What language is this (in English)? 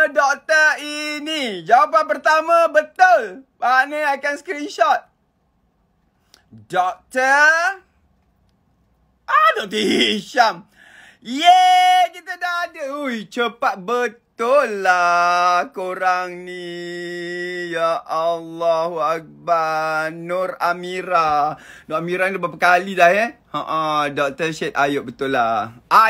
Malay